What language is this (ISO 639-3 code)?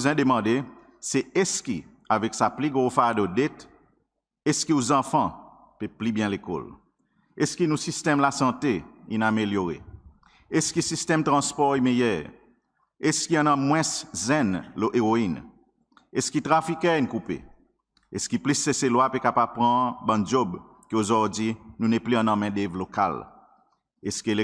crs